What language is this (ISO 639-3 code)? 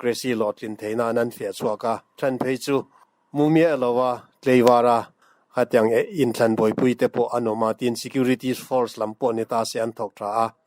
lus